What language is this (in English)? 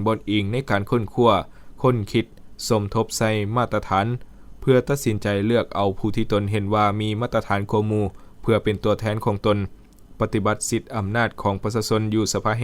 Lao